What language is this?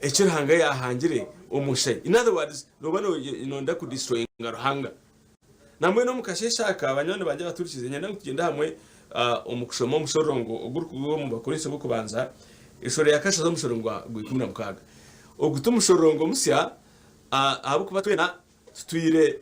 Nyankole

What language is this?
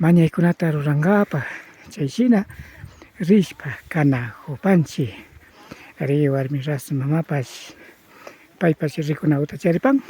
Imbabura Highland Quichua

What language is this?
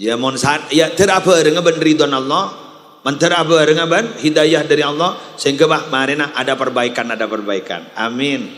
Madurese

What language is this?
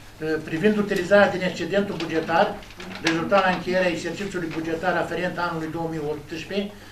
Romanian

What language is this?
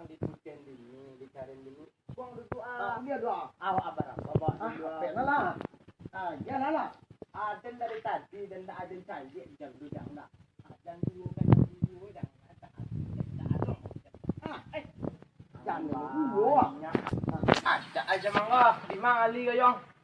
Minangkabau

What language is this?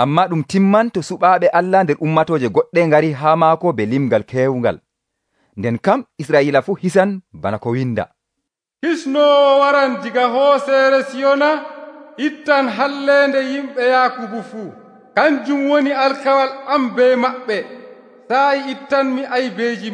Nigerian Fulfulde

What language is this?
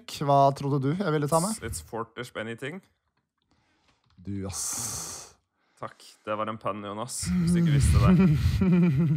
Norwegian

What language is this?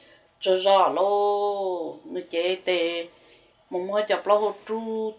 Hmong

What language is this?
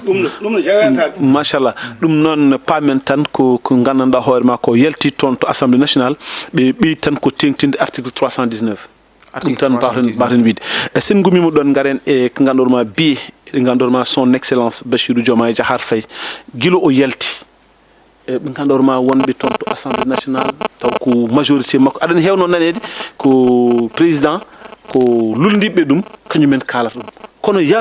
Fula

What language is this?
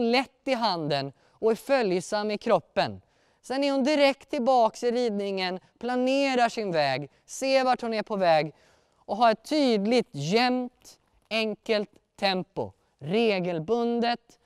Swedish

